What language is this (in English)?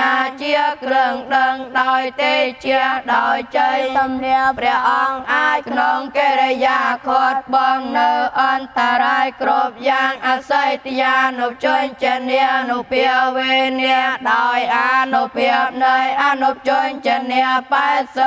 Khmer